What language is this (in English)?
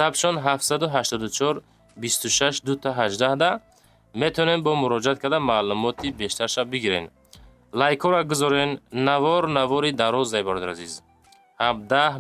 Tajik